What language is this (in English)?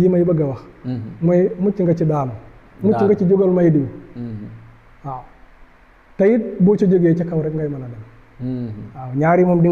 Wolof